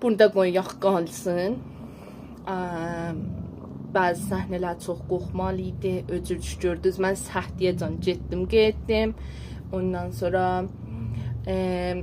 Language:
South Azerbaijani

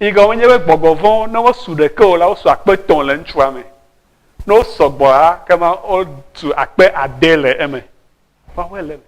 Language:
Ewe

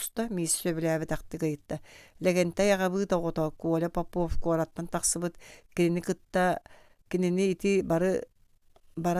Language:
Yakut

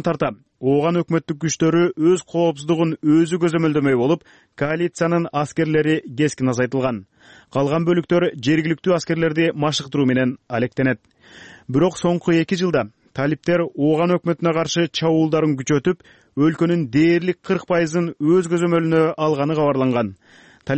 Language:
Kyrgyz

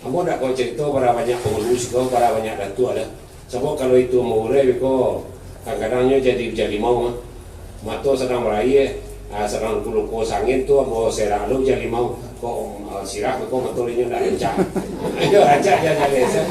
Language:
Minangkabau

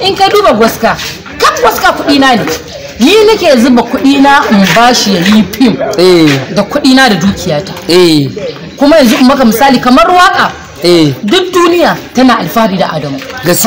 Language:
Hausa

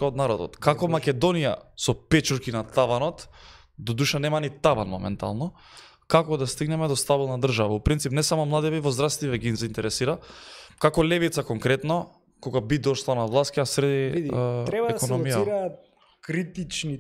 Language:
Macedonian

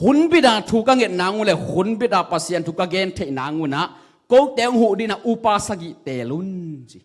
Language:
Tedim Chin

